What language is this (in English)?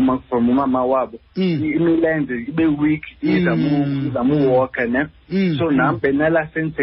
Xhosa